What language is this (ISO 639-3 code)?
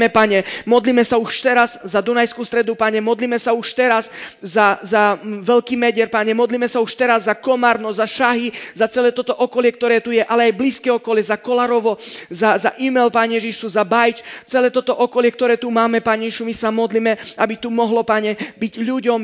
slk